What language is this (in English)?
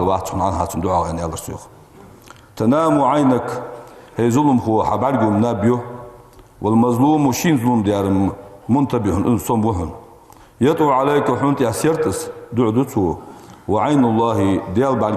Ingush